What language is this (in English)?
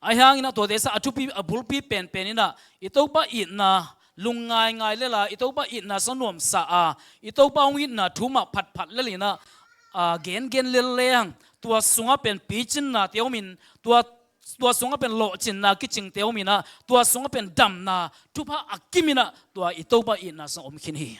Tedim Chin